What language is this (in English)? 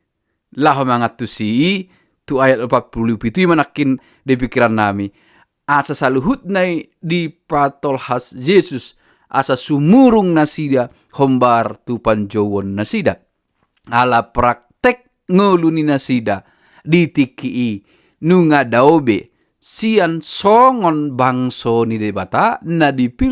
Batak Toba